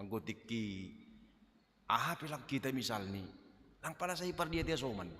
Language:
Batak Simalungun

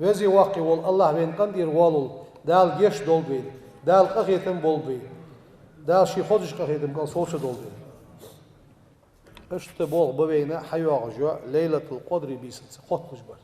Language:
Ingush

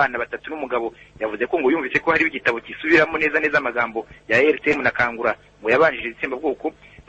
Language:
Kinyarwanda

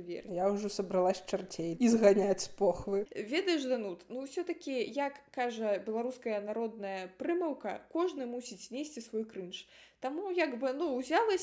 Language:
Belarusian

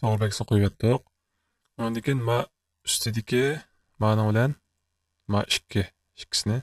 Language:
Uyghur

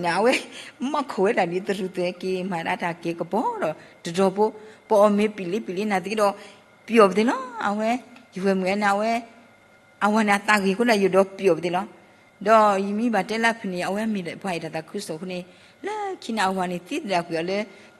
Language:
S'gaw Karen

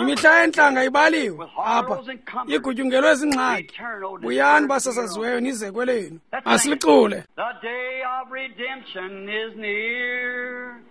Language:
Xhosa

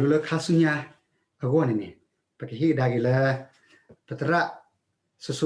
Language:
S'gaw Karen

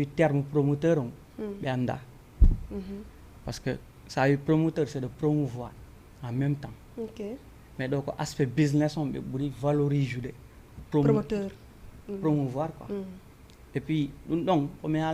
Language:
Fula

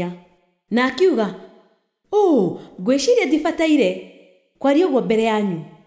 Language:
Kikuyu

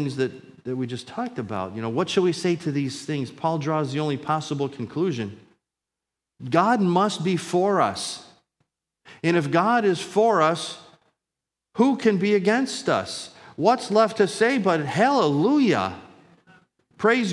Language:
English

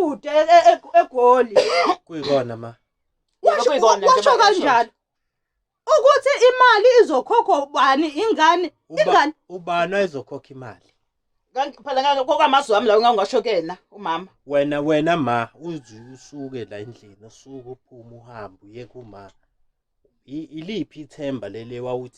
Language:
Zulu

